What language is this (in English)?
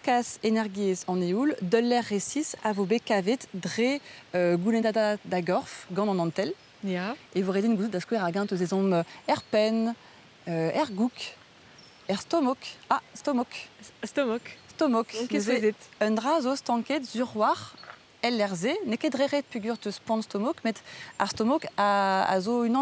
Breton